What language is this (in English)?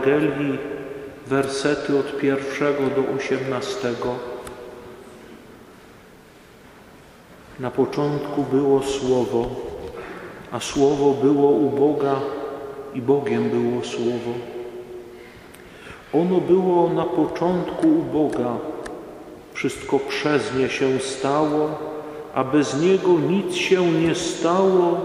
Polish